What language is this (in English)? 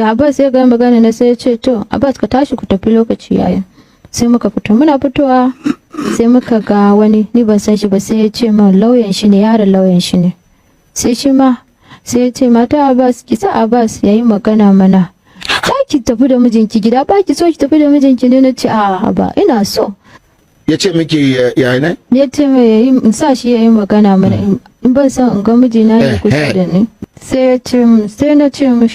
Hausa